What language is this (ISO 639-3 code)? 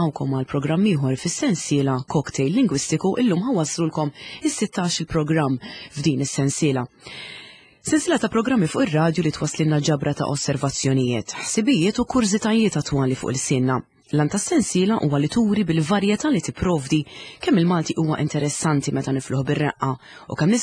mlt